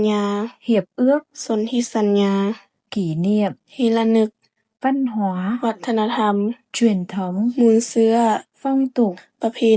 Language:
Lao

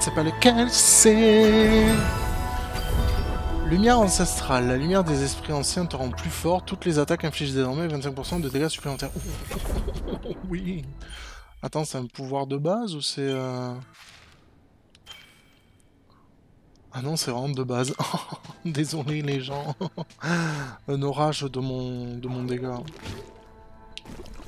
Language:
French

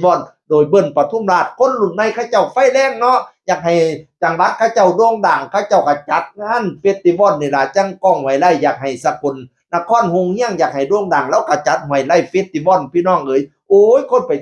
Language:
Northeastern Thai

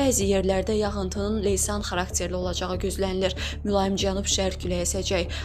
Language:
Azerbaijani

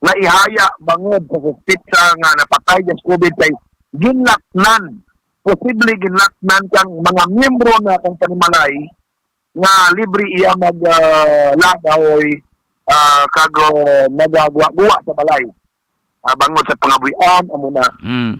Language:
Hiligaynon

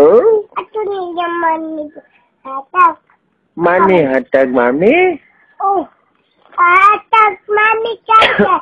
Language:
Cebuano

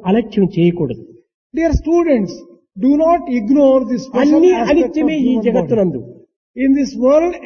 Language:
Telugu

